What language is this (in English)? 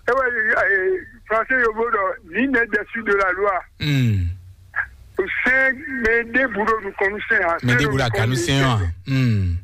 Fon